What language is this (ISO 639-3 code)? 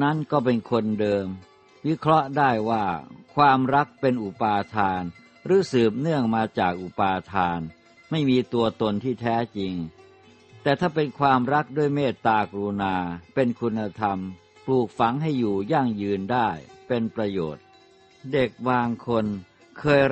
tha